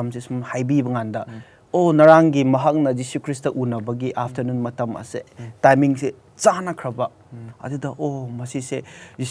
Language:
Manipuri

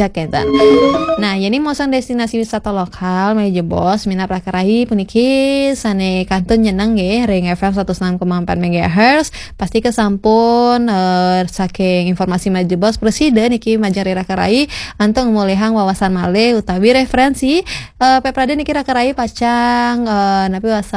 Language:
Balinese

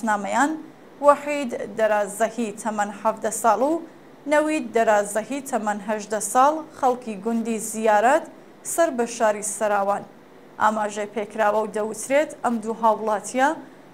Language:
Central Kurdish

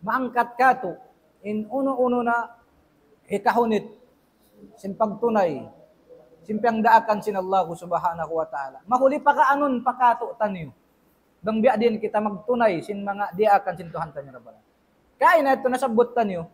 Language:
Tausug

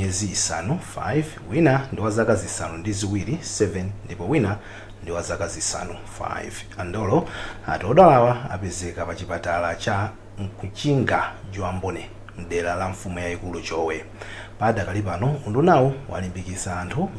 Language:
Nyanja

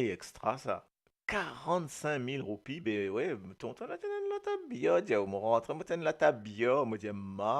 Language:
Morisyen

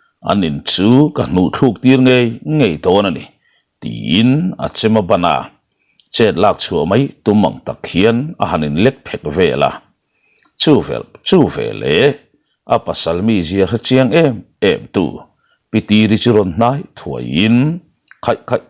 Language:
Mizo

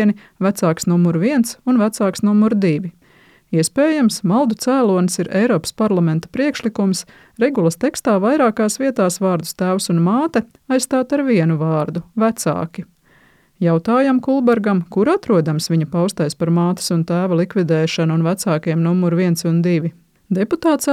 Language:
Latvian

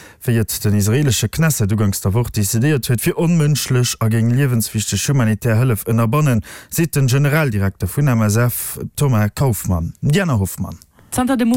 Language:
Luxembourgish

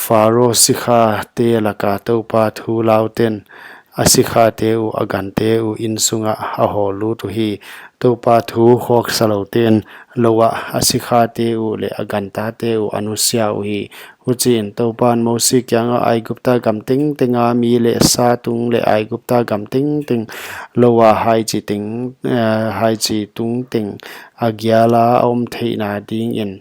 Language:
Paite Chin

